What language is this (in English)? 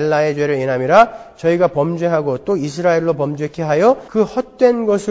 Korean